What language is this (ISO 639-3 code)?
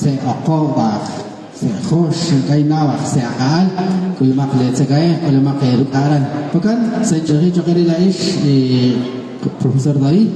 kek